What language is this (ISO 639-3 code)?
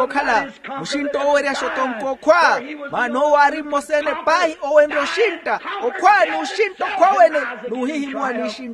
vmw